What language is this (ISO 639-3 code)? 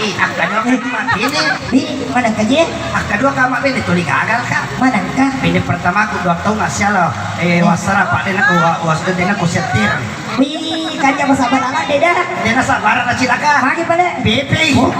bug